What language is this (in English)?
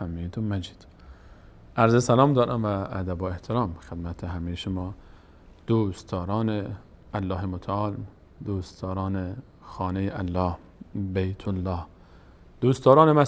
Persian